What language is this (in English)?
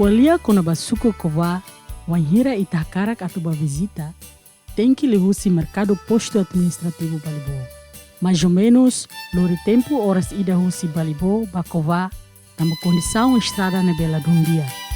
Tetum